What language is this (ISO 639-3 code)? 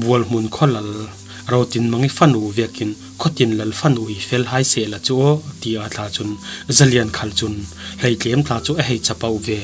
cfm